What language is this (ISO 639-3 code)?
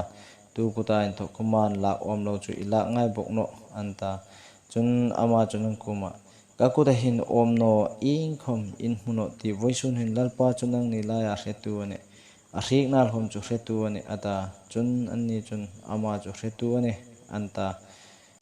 hmr